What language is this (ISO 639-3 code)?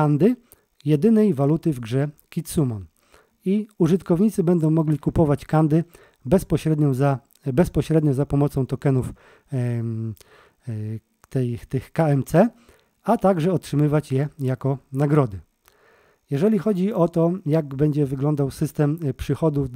pol